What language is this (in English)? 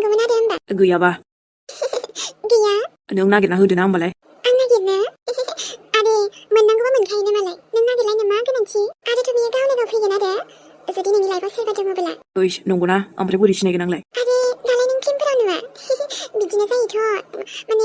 Bodo